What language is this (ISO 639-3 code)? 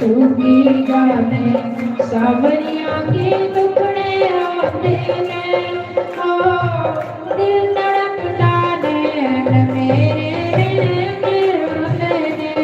doi